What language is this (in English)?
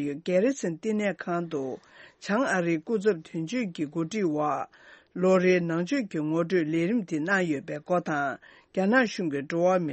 Tibetan